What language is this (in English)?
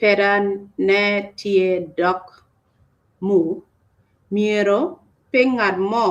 Acoli